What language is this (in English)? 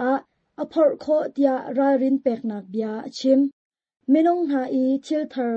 Hakha Chin